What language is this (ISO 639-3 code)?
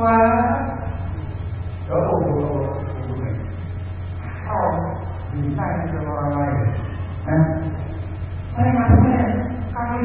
ind